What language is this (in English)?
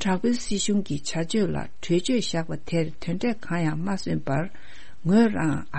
Tibetan